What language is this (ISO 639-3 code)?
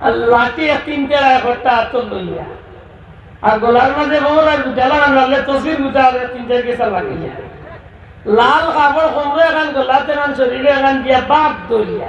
syl